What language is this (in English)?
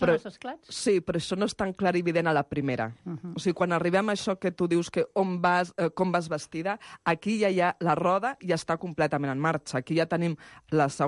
Catalan